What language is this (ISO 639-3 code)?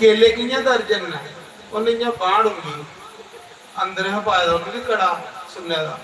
doi